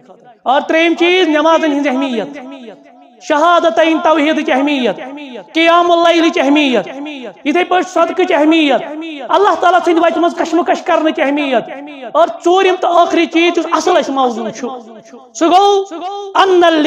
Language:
Kashmiri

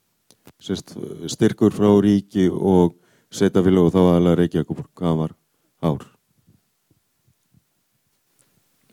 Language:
Icelandic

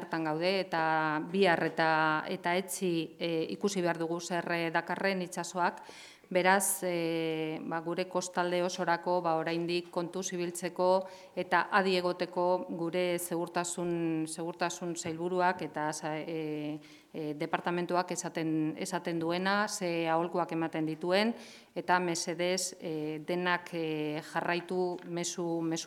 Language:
Basque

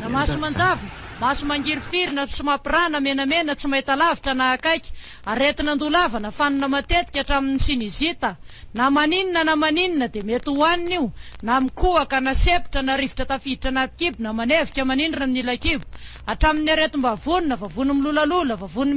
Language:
Malagasy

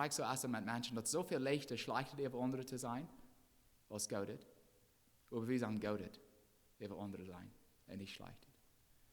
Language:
Plautdietsch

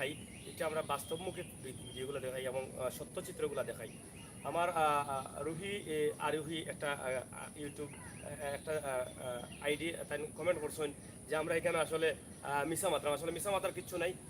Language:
Sylheti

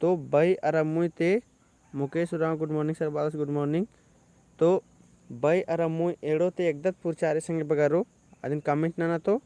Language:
Kurukh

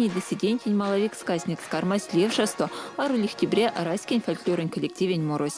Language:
Erzya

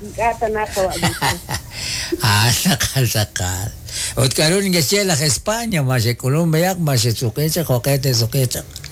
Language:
Kekchí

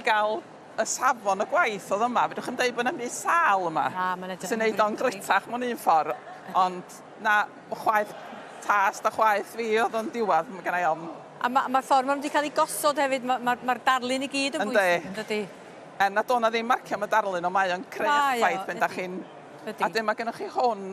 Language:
Welsh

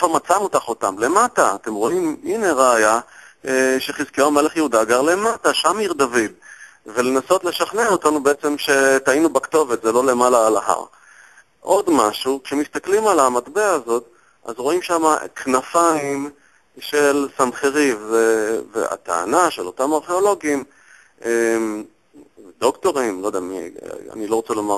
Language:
Hebrew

